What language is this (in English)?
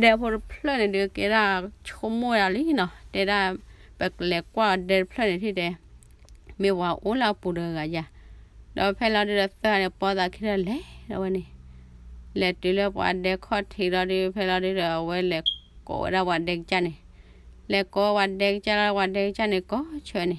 S'gaw Karen